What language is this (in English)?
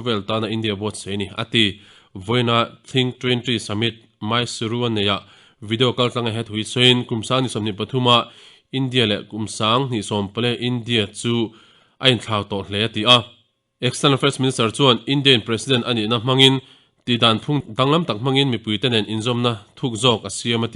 Mizo